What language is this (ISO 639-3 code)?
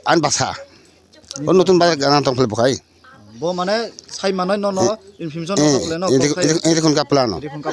trp